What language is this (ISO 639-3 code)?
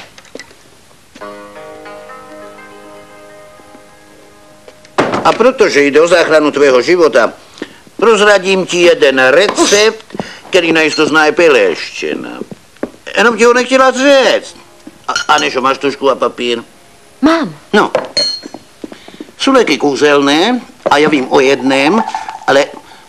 ces